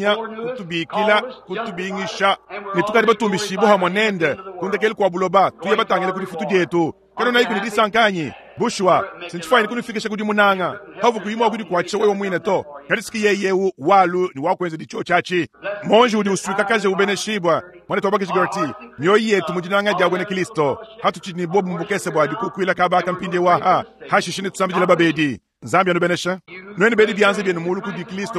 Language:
Luba-Lulua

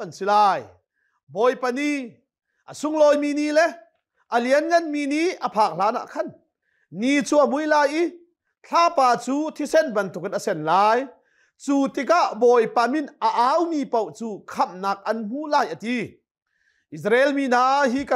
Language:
Hakha Chin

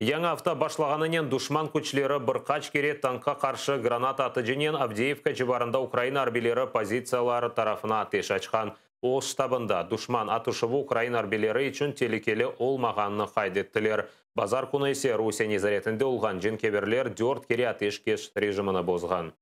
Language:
Crimean Tatar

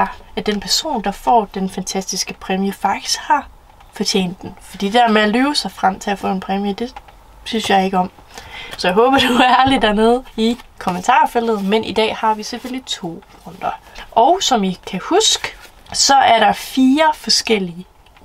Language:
Danish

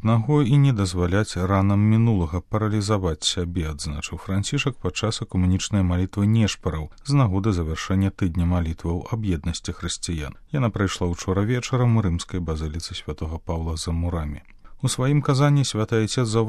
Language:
Belarusian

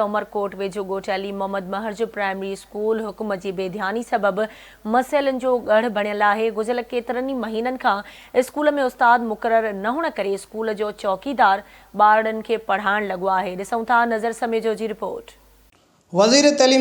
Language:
Sindhi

